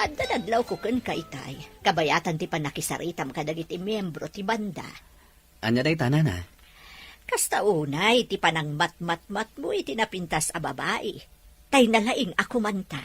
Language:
Iloko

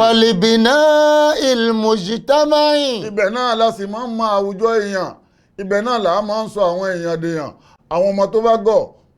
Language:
Yoruba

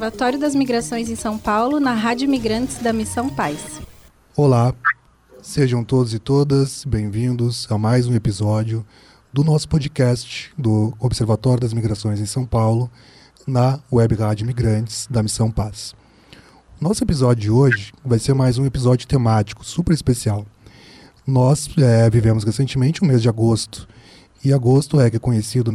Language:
Portuguese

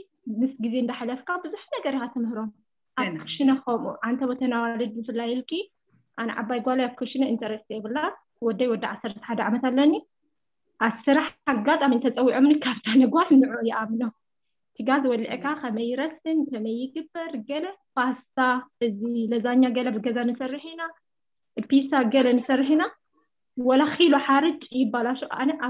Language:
Tigrinya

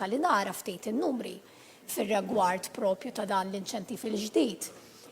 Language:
Maltese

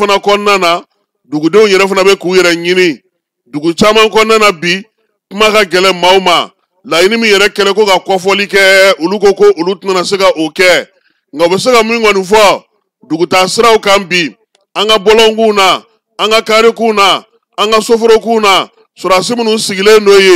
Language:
Bambara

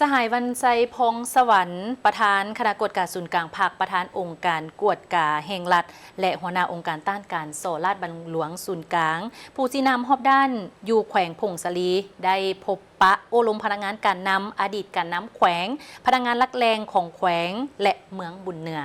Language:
Lao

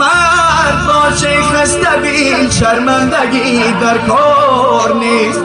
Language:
Tajik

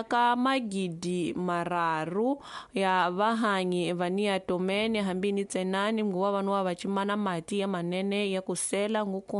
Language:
Tsonga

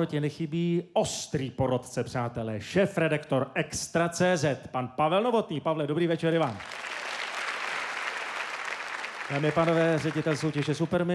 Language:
Czech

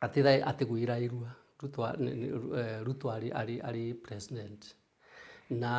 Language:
Meru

